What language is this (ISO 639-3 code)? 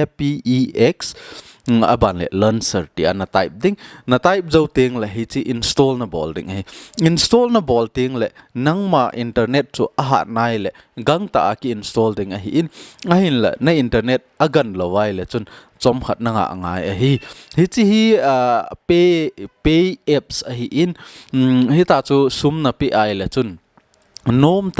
tcz